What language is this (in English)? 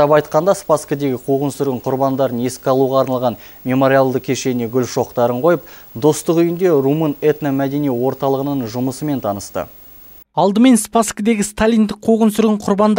Kazakh